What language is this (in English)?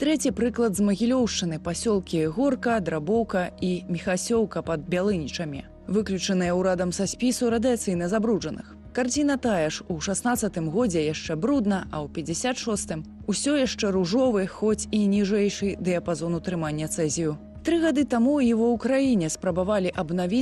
Belarusian